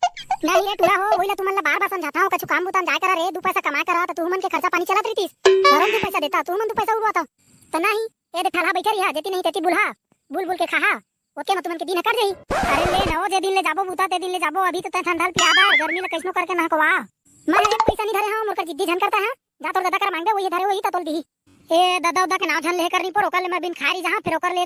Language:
Chhattisgarhi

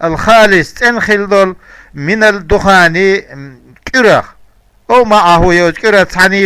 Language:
Chechen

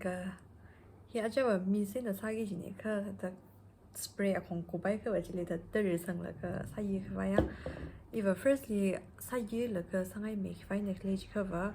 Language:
Tangkhul Naga (India)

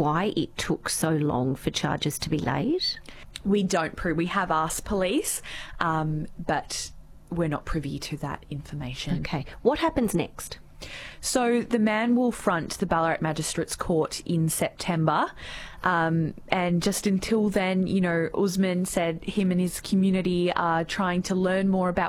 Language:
English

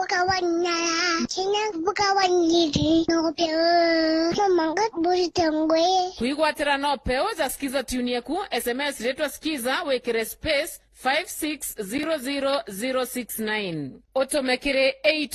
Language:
Meru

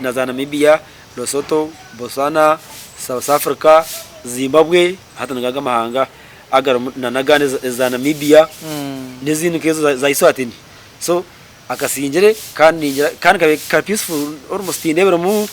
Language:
Nyankole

